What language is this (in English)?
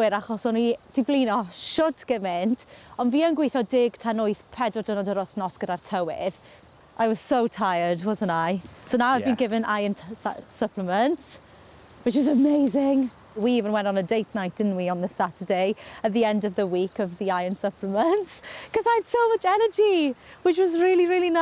Welsh